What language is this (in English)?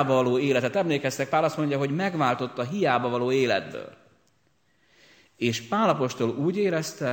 Hungarian